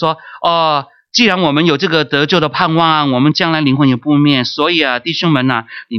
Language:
Chinese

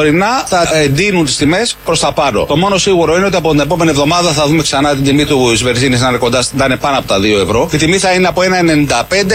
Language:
Greek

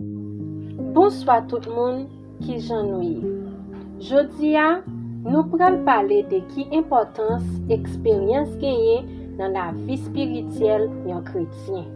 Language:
Haitian Creole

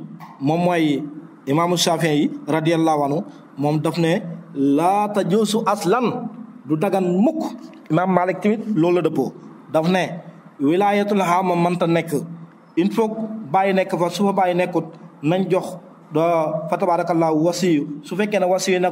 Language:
Wolof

